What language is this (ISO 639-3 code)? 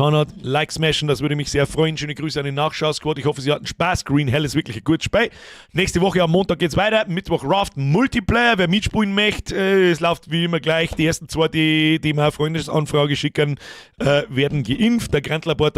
bar